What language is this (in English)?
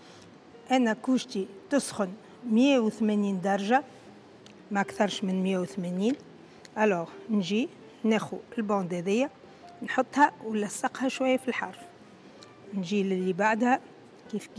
Tunisian Arabic